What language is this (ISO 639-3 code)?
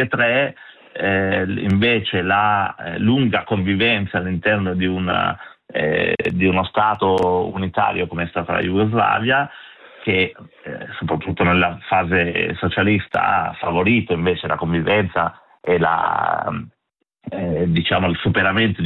ita